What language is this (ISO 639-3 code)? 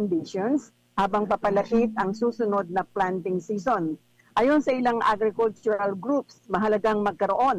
fil